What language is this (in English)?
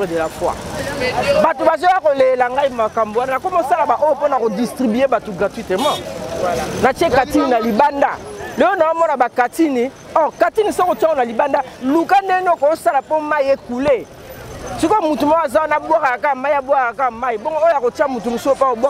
Lingala